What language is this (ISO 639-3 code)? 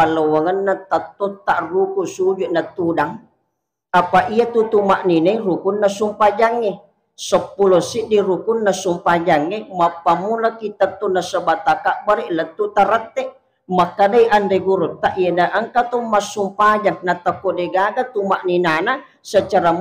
bug